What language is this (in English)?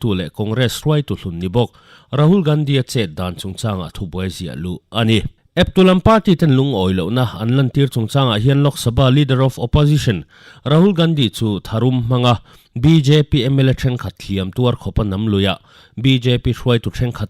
Mizo